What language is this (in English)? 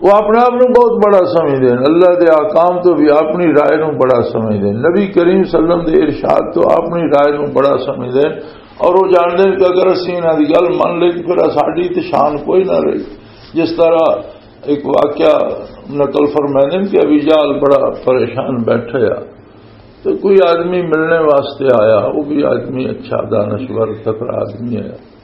Western Panjabi